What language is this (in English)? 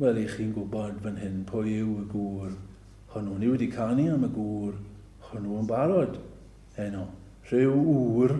Welsh